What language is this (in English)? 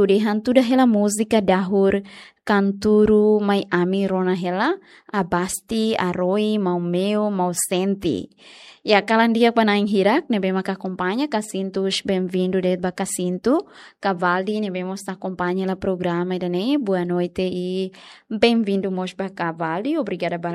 Tetum